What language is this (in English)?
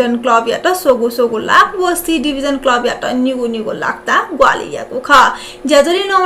Newari